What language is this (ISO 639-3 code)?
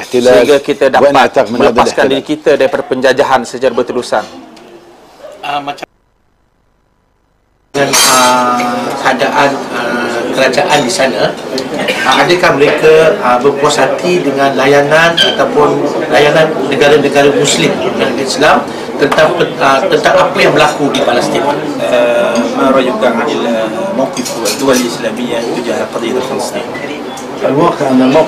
msa